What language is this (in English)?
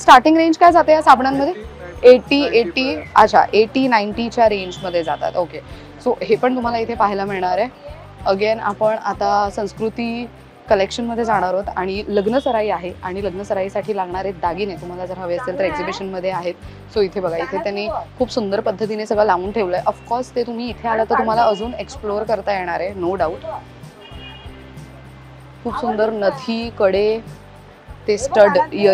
Marathi